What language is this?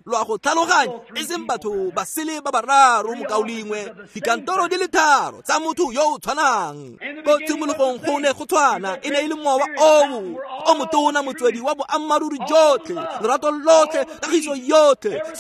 Tswana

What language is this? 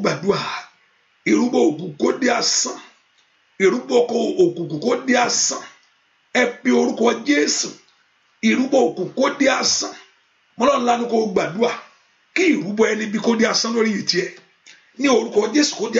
Yoruba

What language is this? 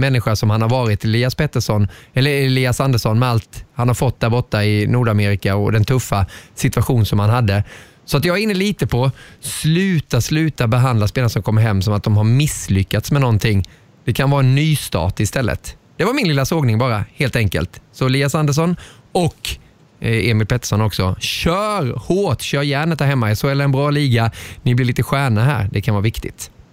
Swedish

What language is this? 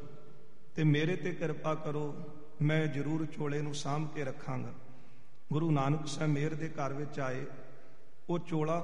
Punjabi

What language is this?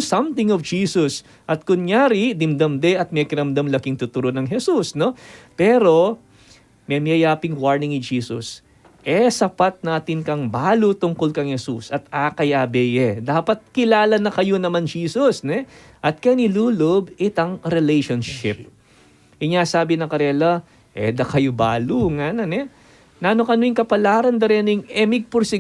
Pampanga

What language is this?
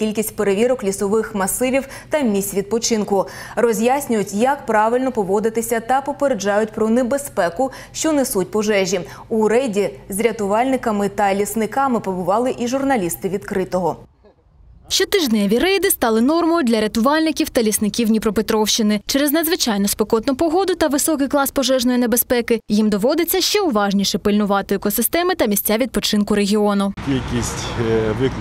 Ukrainian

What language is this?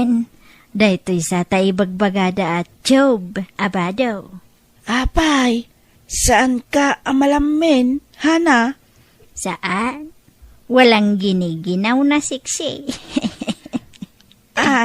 Iloko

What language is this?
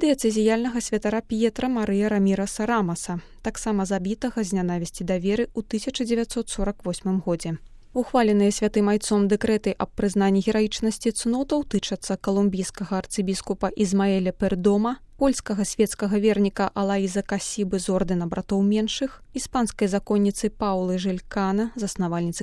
Belarusian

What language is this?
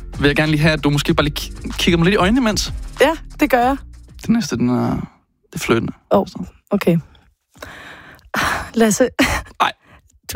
Danish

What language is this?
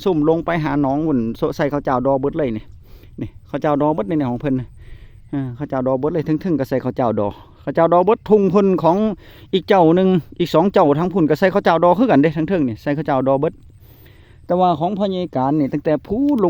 Northeastern Thai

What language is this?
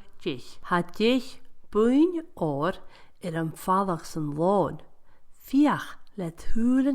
Scottish Gaelic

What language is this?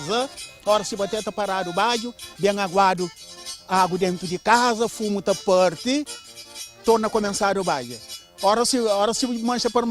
Kabuverdianu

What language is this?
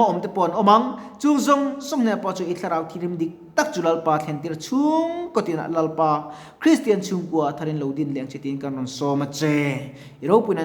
Mizo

